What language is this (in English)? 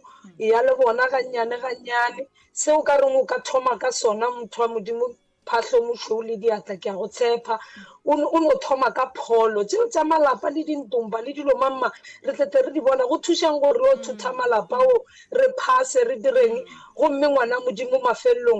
Northern Sotho